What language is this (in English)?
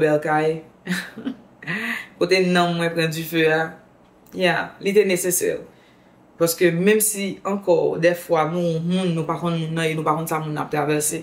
Haitian Creole